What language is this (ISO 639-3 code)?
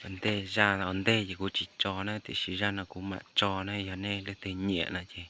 hmn